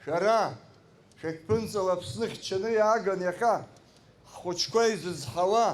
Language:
Abkhazian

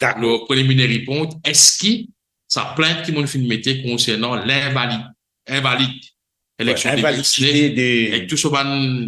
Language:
Morisyen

